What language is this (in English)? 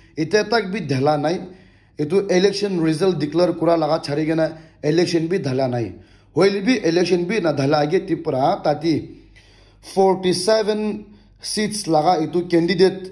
Naga Pidgin